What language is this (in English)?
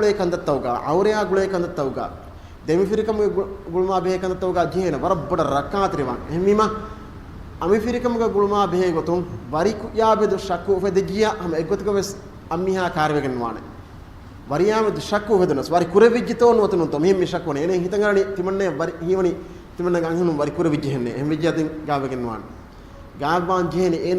Divehi